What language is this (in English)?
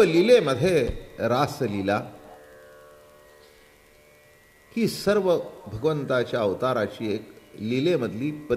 Marathi